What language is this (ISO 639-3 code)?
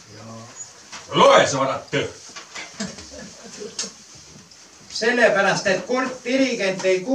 est